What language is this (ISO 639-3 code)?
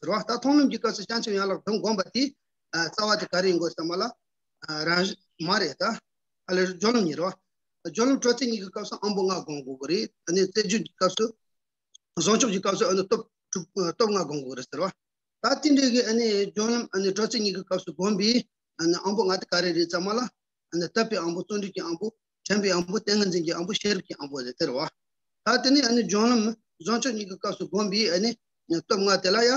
bod